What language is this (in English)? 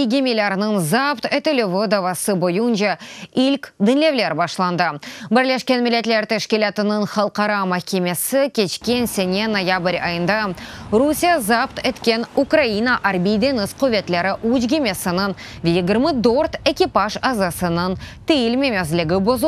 Crimean Tatar